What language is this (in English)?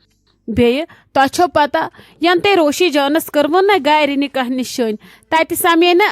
Kashmiri